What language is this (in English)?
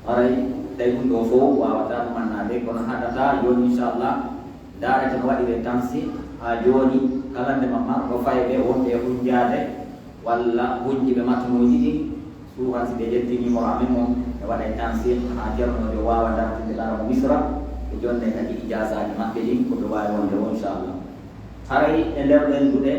Pular